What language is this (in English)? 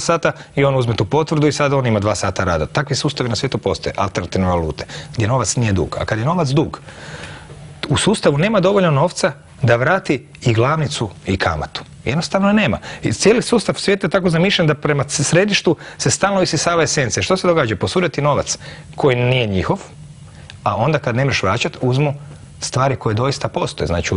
Croatian